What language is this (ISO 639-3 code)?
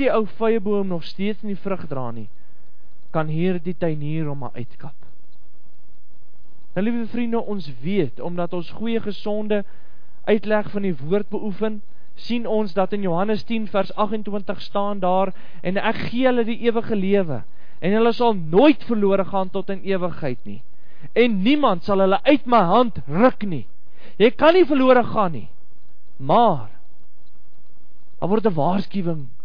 afr